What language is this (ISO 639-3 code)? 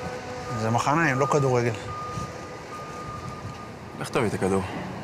heb